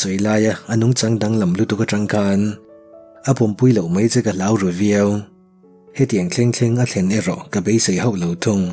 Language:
Mizo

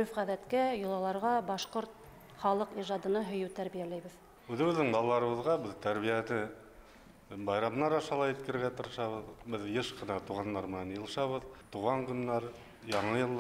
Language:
Bashkir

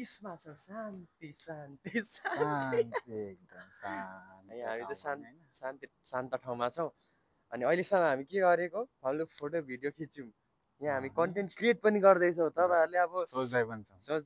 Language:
Nepali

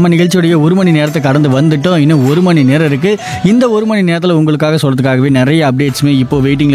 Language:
Tamil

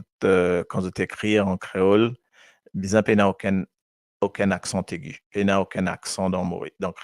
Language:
Morisyen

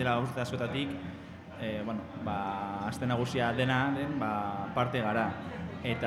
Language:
Basque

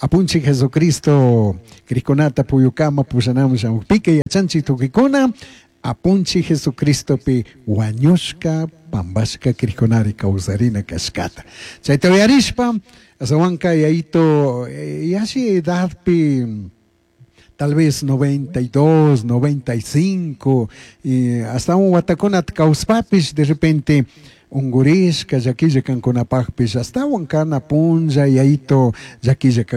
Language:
Chimborazo Highland Quichua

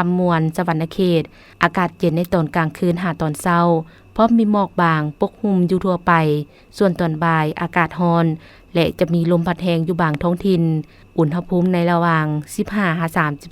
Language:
Lao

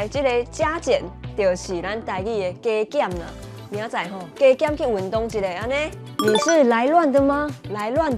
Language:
Min Nan Chinese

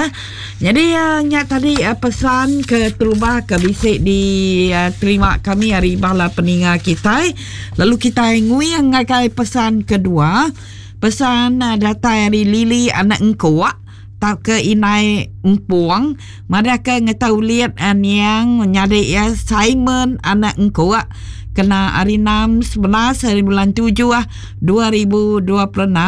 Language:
Iban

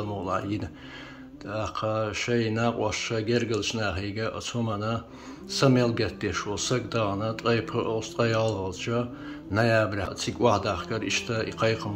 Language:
Chechen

